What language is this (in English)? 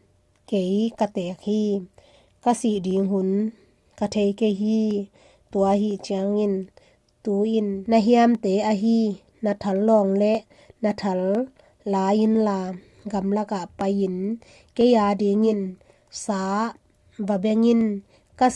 Tedim Chin